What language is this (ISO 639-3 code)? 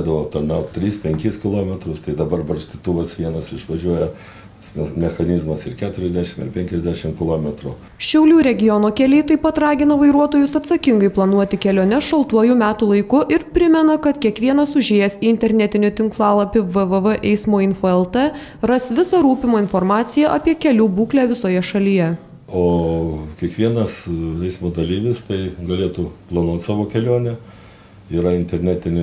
lit